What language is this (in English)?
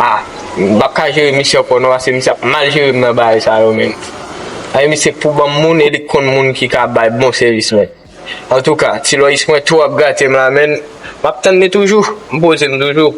Haitian Creole